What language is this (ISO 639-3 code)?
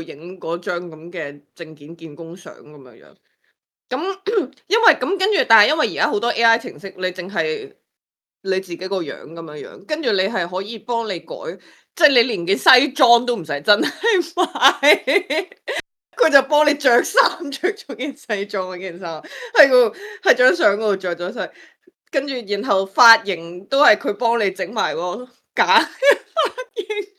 yue